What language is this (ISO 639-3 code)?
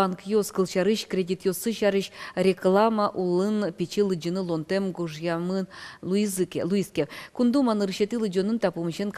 udm